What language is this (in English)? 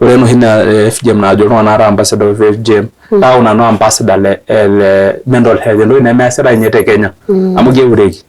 Masai